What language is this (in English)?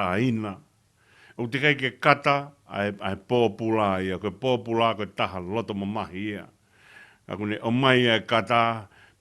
Tongan